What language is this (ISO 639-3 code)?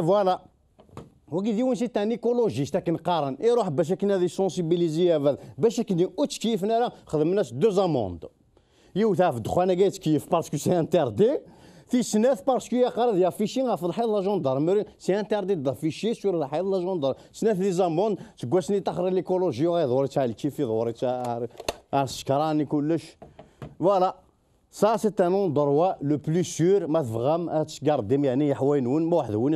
kab